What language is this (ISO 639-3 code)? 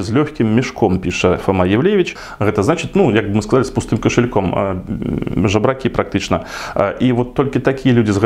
bel